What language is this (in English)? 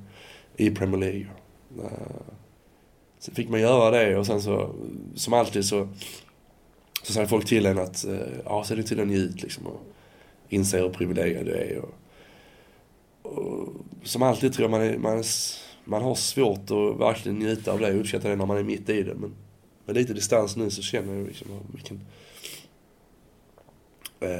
Swedish